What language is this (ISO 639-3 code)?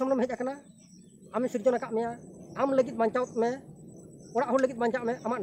sat